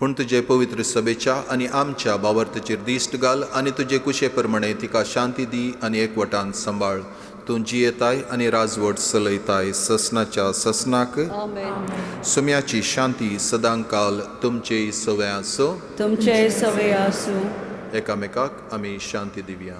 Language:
Konkani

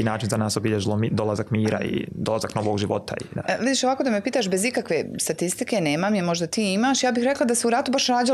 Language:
Croatian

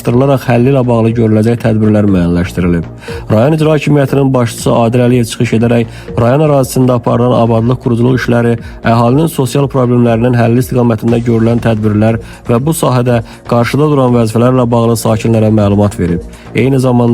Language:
Azerbaijani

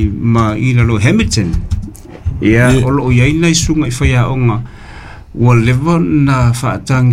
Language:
Samoan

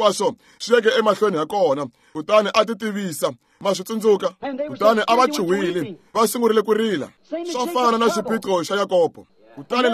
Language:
Tsonga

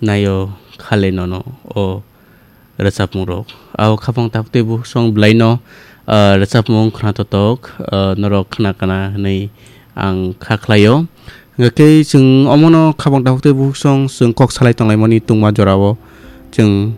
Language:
Kok Borok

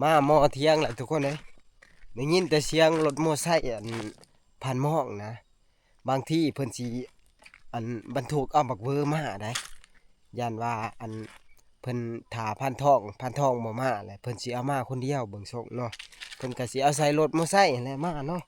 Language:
Northeastern Thai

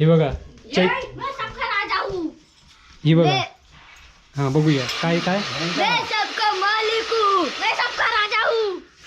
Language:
Konkani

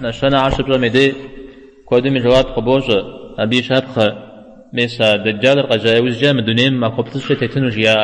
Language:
Kabardian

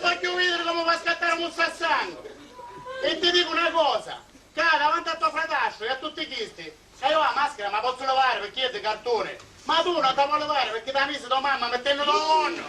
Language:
Sicilian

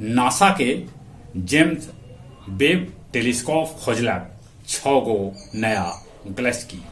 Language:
Magahi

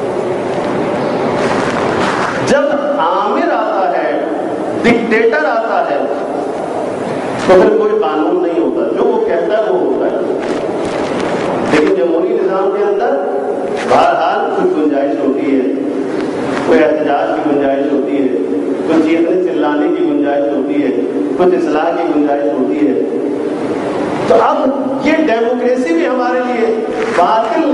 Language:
Urdu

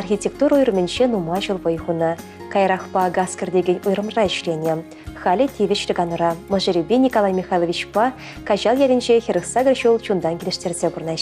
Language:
Chuvash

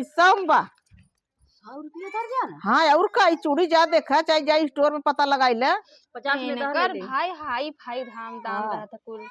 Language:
Awadhi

